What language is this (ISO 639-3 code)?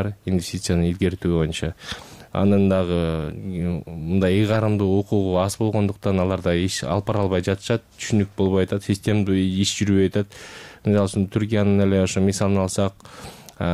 kir